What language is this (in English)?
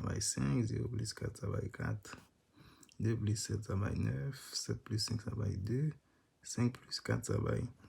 Haitian Creole